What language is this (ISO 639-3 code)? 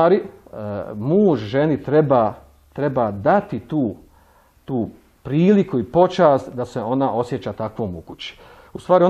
bos